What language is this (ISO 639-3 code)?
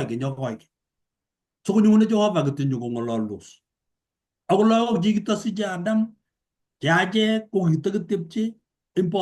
kln